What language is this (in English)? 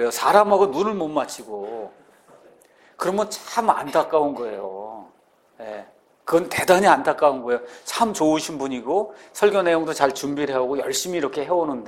Korean